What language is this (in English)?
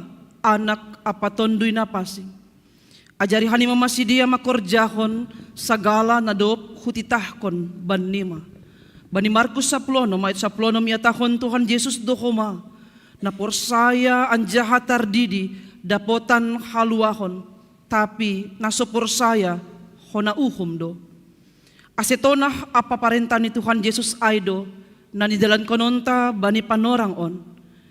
Batak Simalungun